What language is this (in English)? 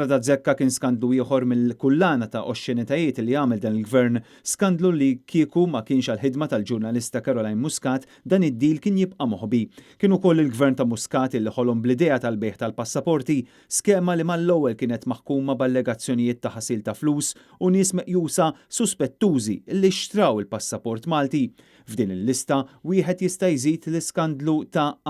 Maltese